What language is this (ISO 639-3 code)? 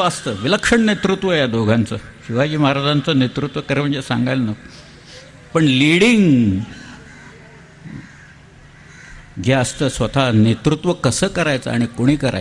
mar